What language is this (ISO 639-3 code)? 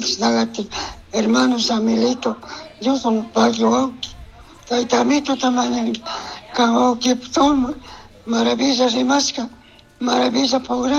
qug